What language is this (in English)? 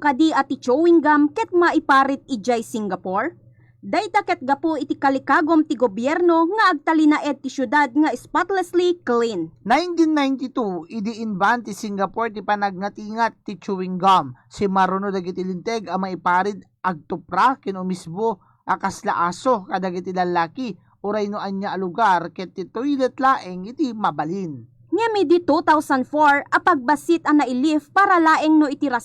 Iloko